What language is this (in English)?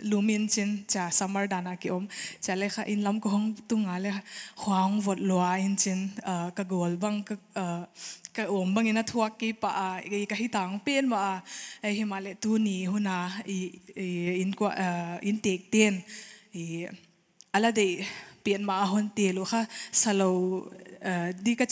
Paite Chin